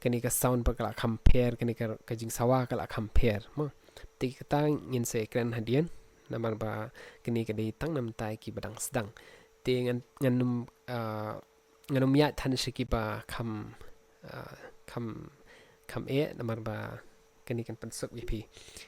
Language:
Khasi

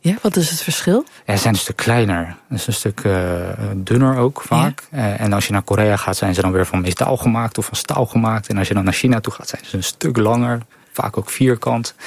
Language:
Dutch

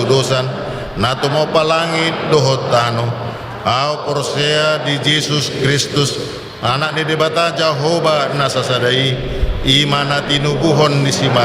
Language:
Batak Toba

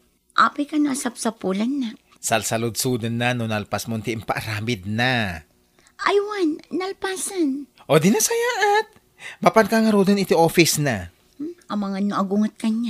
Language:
Iloko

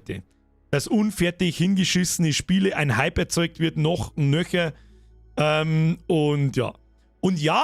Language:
Bavarian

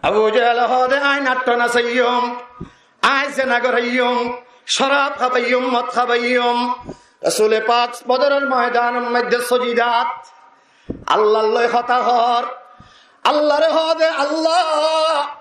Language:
Rohingya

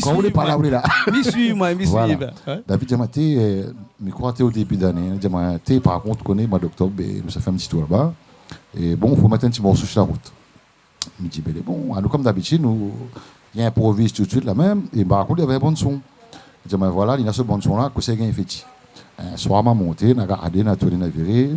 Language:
Réunion Creole French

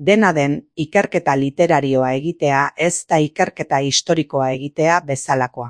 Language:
Basque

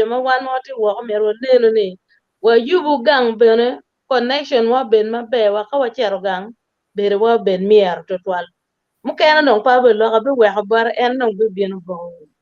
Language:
Acoli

